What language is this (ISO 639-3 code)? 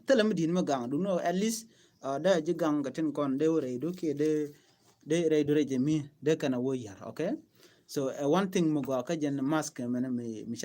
nus